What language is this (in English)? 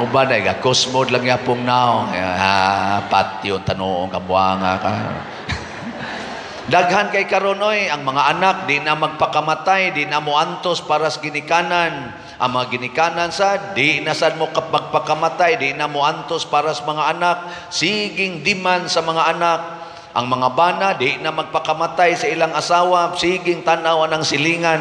Cebuano